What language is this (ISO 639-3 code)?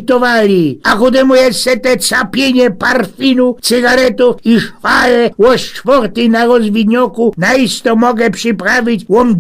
szl